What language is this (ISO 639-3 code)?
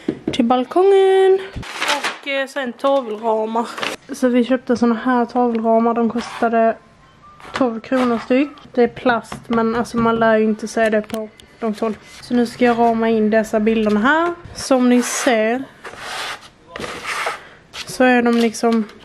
swe